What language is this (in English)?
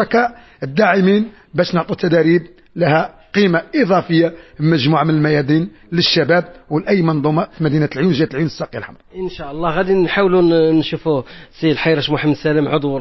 Moroccan Arabic